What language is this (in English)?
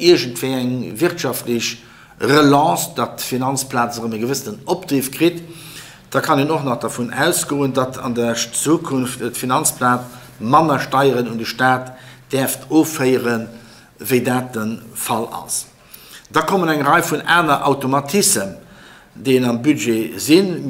Luxembourgish